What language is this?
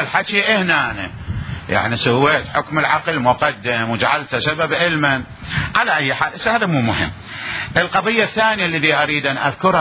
Mesopotamian Arabic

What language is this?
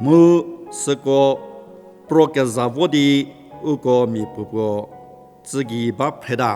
Angami Naga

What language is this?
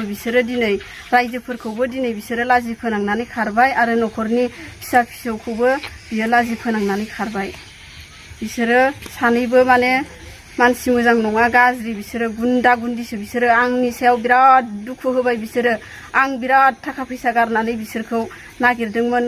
Bodo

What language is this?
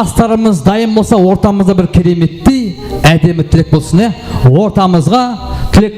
Kara-Kalpak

